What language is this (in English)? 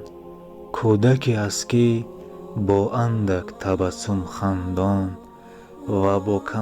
Tajik